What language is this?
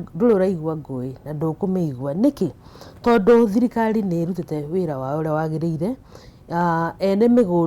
Kikuyu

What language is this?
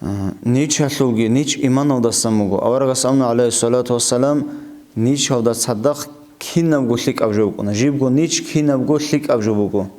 Avaric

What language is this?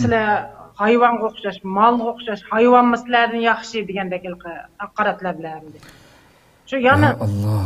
Uyghur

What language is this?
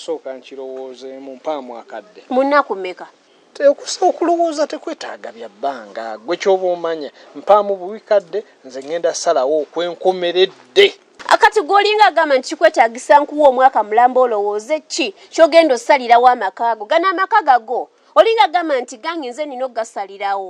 Ganda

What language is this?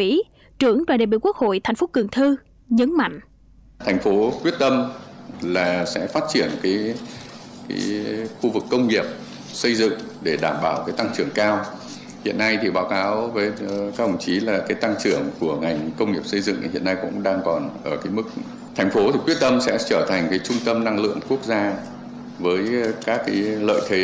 Vietnamese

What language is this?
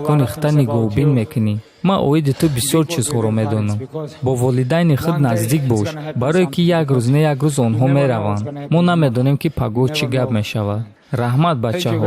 Tajik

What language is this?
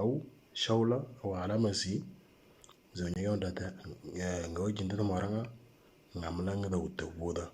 Moro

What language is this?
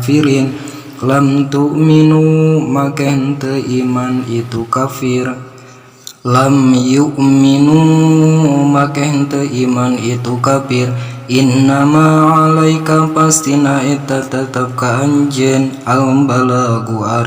Sundanese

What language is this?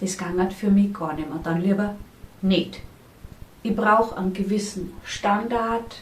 Bavarian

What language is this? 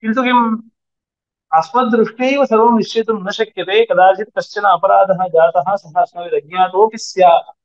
Sanskrit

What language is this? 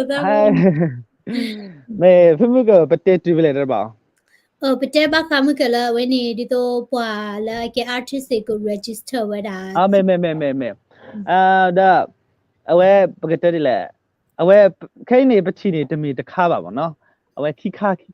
S'gaw Karen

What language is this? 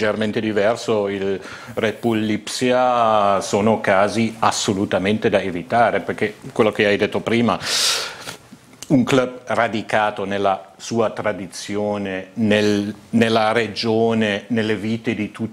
Italian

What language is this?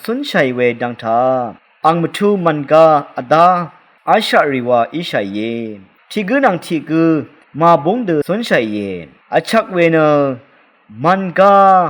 Rawang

